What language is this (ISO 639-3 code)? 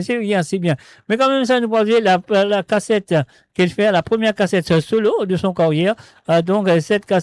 mfe